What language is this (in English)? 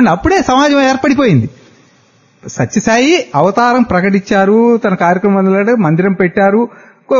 Telugu